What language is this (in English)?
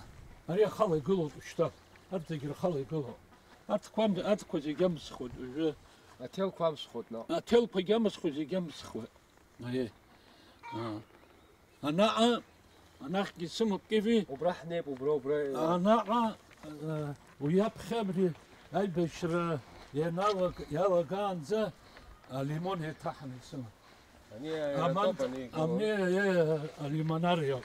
Abkhazian